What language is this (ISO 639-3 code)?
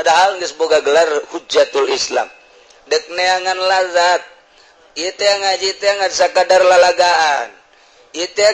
sun